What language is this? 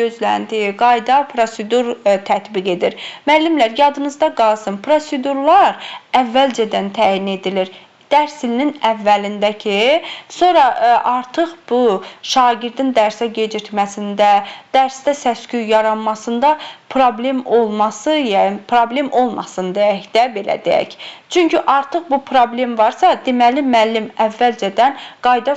Azerbaijani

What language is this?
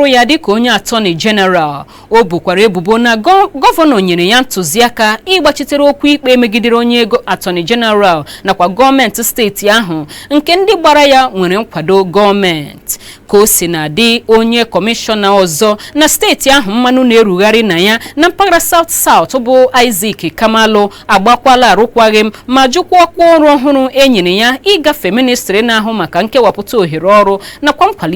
Igbo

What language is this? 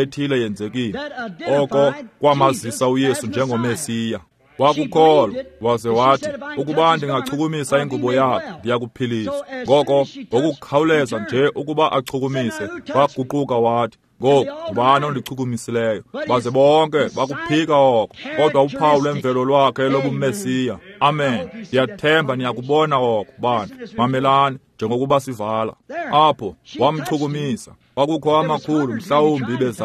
Xhosa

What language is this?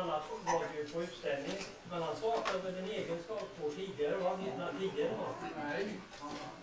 Swedish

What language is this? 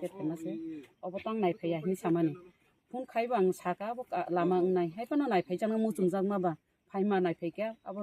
Kok Borok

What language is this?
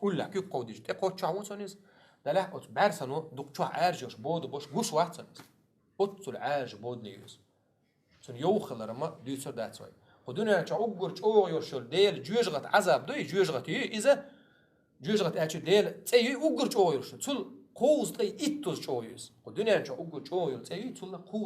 Chechen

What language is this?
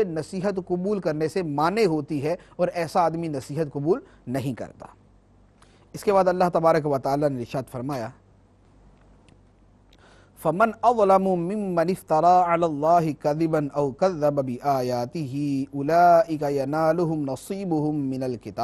Urdu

